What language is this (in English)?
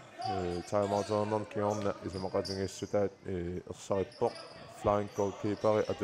Kalaallisut